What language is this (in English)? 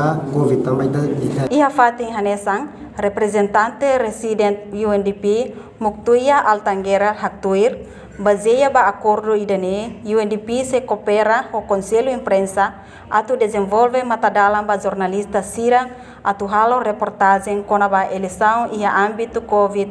Tetum